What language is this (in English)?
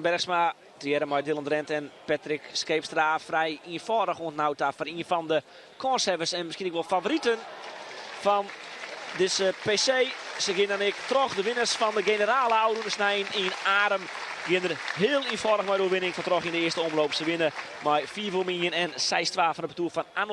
Western Frisian